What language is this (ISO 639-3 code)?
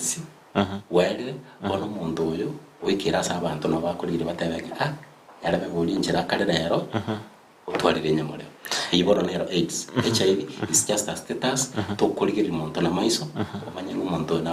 guz